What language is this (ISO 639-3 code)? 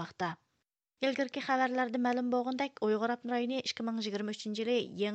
uig